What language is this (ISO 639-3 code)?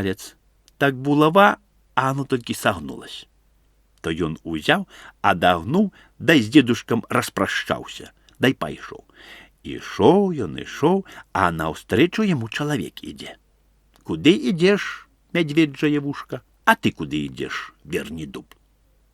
bel